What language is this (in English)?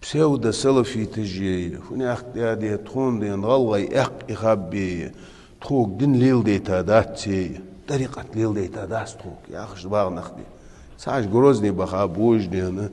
Ingush